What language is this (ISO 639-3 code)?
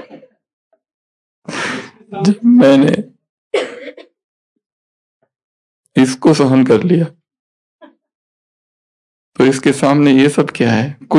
hin